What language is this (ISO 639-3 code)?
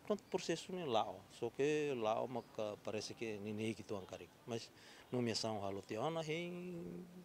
tet